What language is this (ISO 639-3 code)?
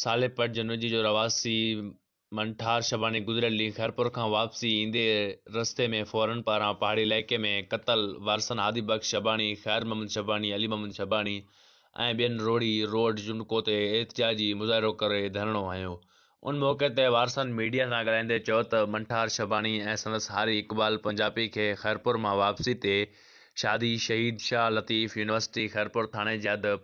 snd